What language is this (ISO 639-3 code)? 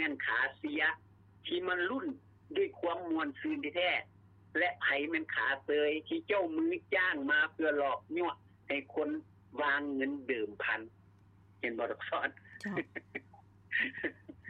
lao